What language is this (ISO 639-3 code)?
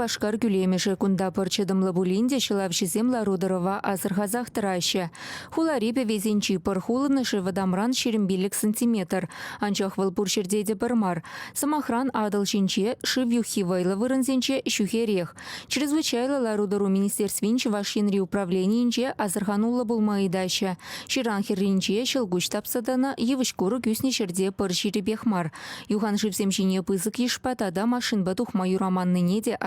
chv